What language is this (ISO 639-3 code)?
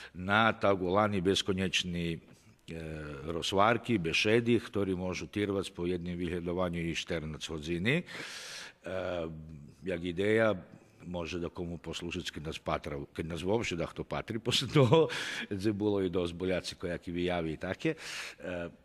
rue